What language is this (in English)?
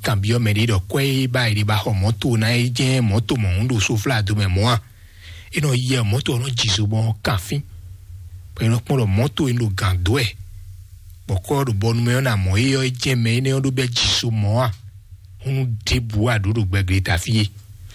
Fon